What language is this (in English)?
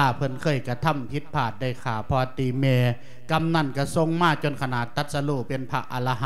Lao